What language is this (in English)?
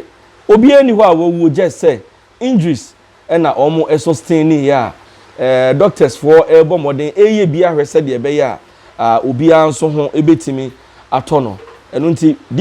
Akan